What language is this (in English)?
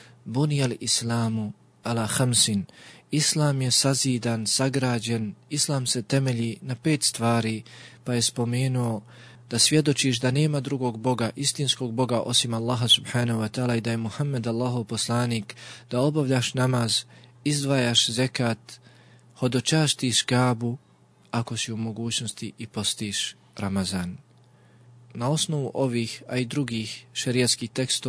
Bosnian